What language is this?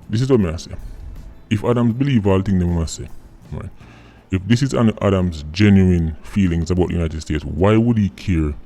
Jamaican Creole English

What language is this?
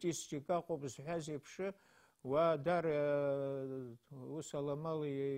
Abkhazian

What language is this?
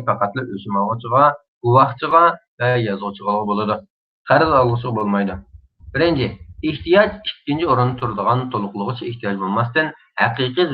Uyghur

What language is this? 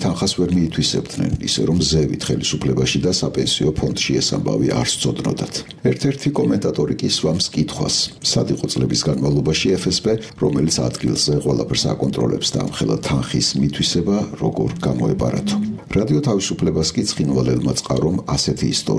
Georgian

